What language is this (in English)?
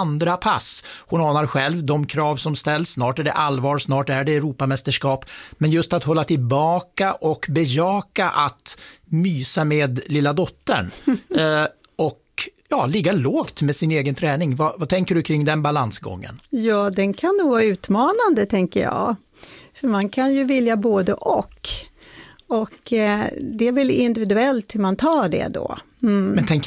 Swedish